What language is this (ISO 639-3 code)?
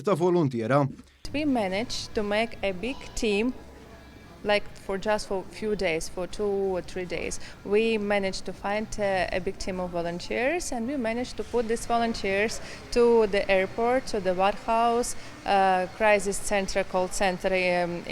mlt